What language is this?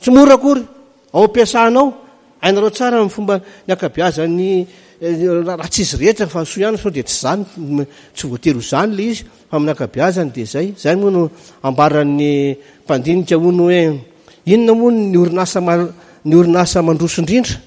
Malagasy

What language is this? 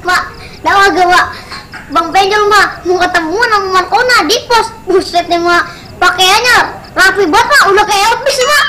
Betawi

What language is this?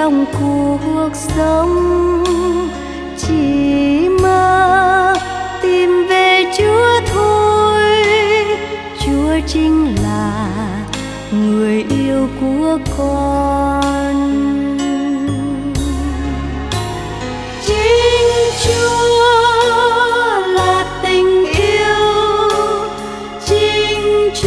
Vietnamese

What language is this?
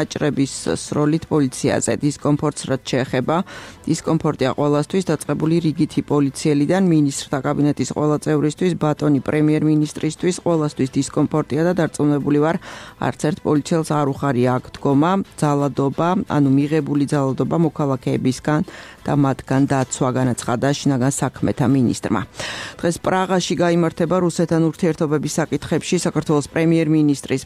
Georgian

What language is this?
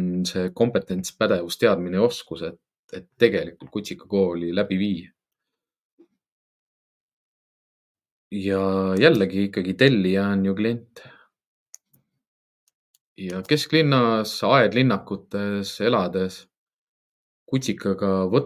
Estonian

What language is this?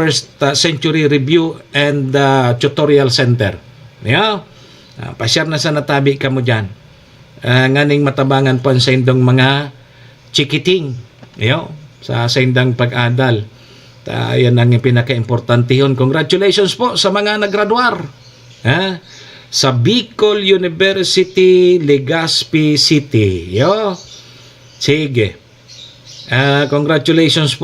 Bikol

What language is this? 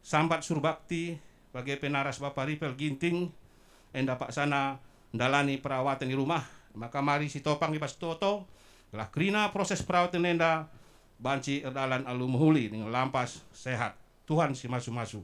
Batak Karo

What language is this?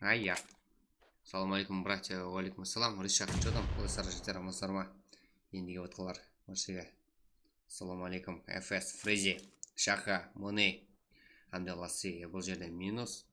Kara-Kalpak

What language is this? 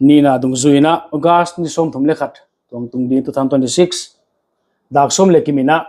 Paite Chin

